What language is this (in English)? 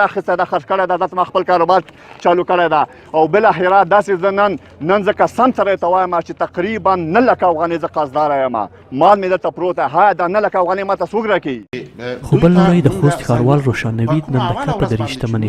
Pashto